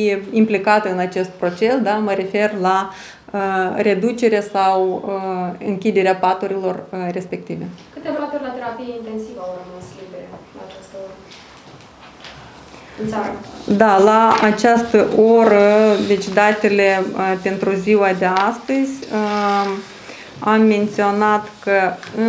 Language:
Romanian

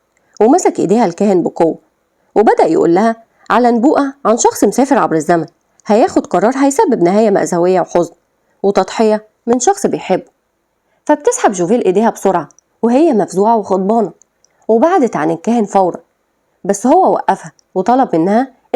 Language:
Egyptian Arabic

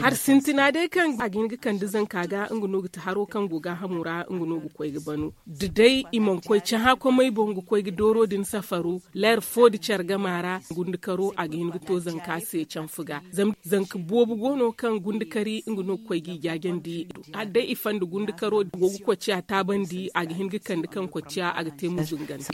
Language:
Zarma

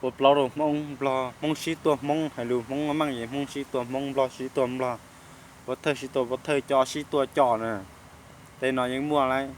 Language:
Hmong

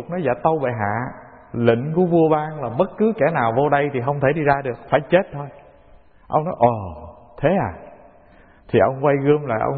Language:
Vietnamese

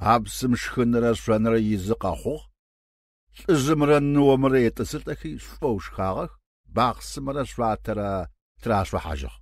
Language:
Adyghe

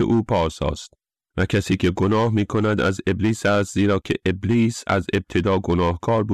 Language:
Persian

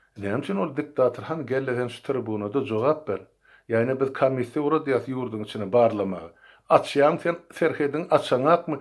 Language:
Turkmen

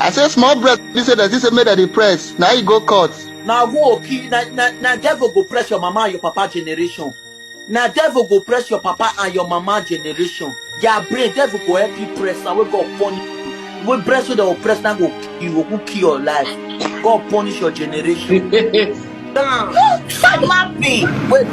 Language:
Nigerian Pidgin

